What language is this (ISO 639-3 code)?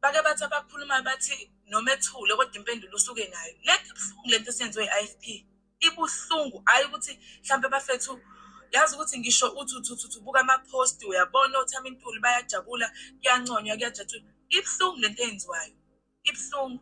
zul